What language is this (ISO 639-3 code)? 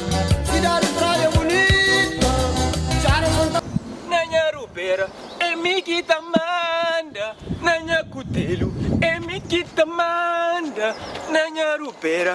kea